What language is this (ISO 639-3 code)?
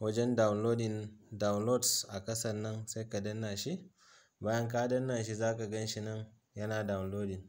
hau